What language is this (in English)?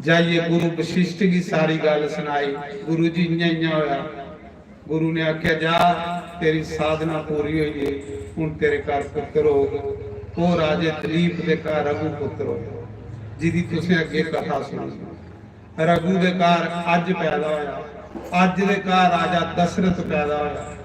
Dogri